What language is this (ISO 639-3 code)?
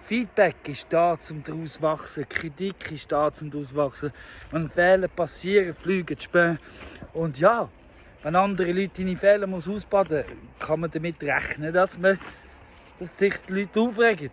gsw